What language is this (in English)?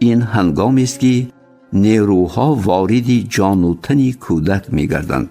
Tajik